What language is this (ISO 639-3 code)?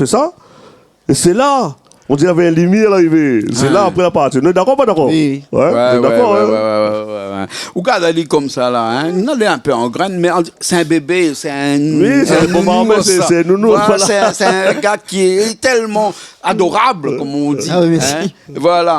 rcf